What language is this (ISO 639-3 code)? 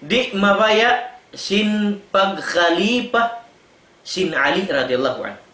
tsg